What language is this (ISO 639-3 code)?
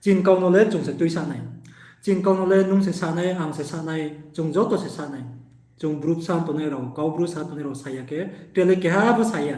ria